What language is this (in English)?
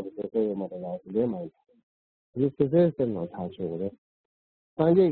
Tibetan